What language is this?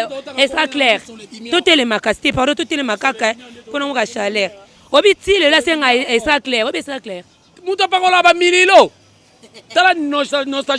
Lingala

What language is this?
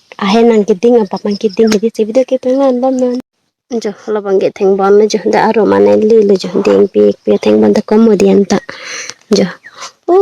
Karbi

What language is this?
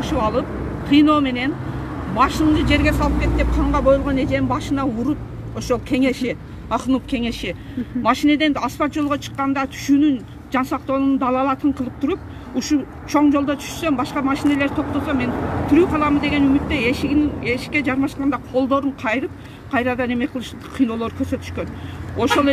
Kyrgyz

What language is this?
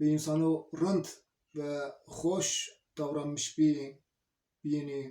Zaza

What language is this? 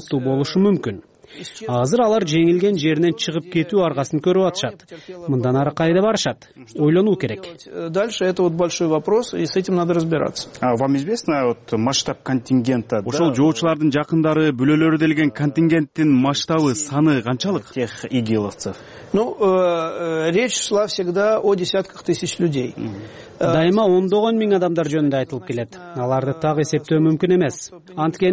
Kyrgyz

